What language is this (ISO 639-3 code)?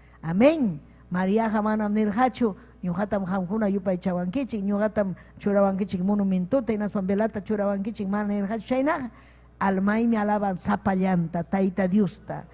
quy